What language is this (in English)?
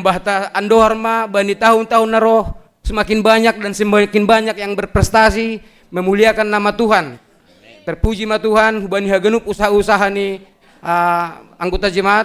Batak Simalungun